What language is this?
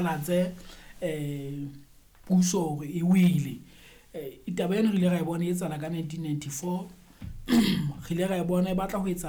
Southern Sotho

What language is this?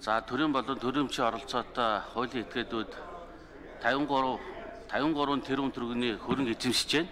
Mongolian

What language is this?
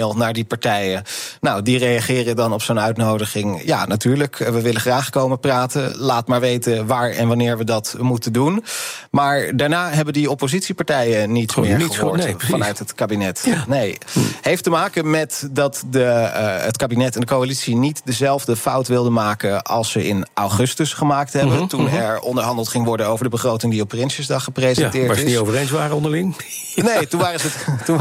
Dutch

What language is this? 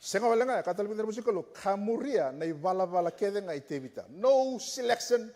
Fijian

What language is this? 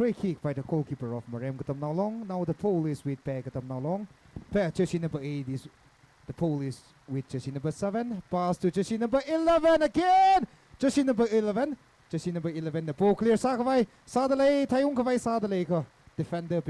Tangkhul Naga (India)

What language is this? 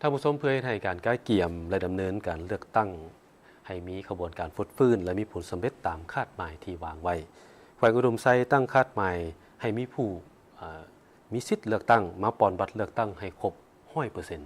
Lao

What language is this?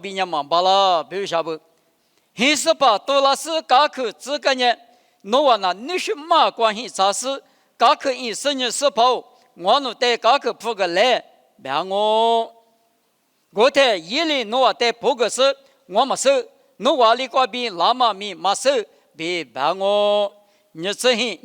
Lisu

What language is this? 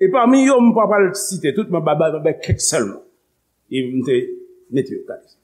Haitian Creole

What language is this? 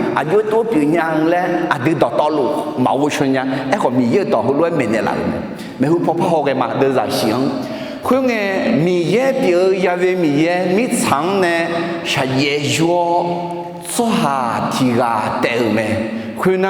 Akha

